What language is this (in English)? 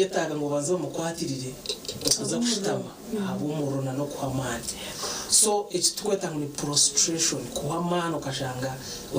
Nyankole